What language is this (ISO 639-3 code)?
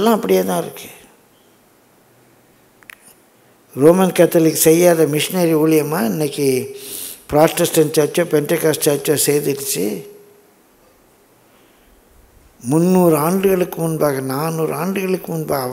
tam